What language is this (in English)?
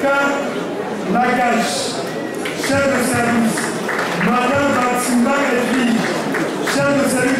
French